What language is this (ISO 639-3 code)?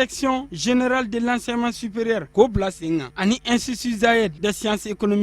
bam